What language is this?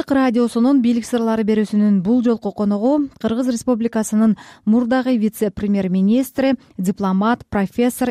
Kyrgyz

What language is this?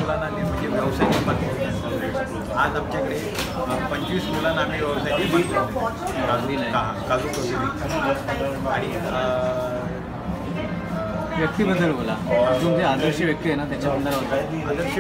Marathi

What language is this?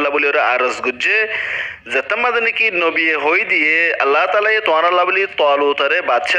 Rohingya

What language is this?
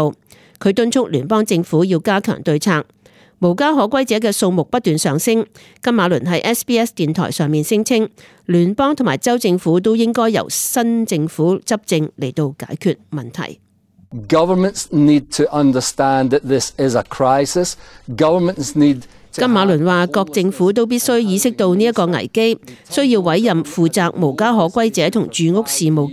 Cantonese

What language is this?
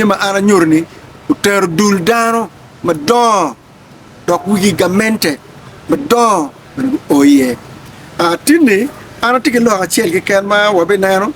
Acoli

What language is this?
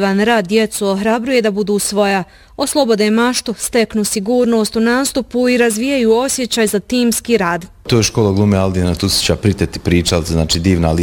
Bosnian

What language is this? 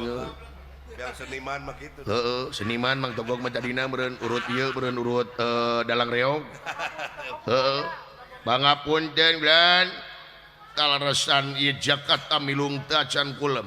Sundanese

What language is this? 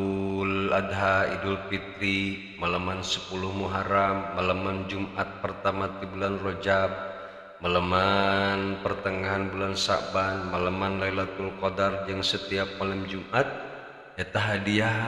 Sundanese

